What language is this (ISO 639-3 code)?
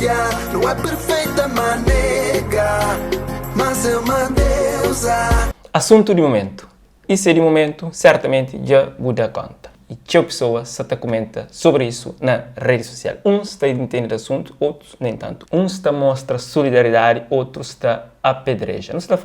kea